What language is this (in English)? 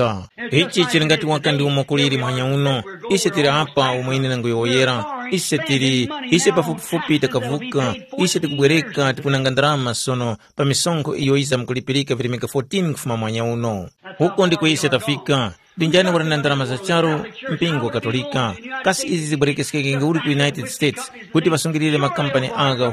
Tumbuka